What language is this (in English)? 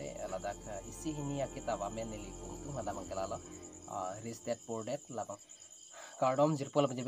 Karbi